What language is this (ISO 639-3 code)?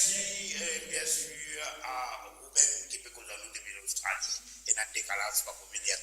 mfe